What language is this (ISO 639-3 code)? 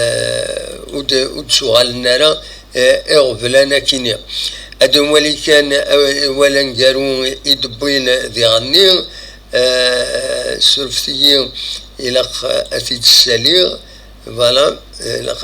kab